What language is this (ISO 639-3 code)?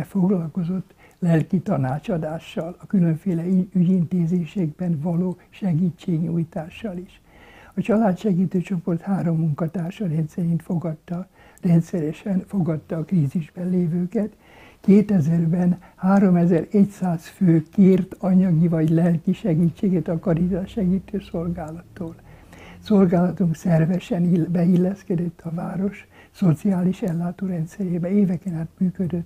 hun